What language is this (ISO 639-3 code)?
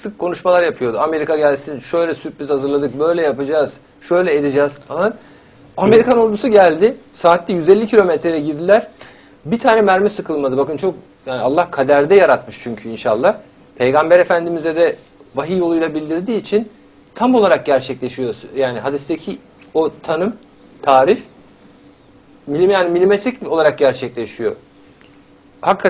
tur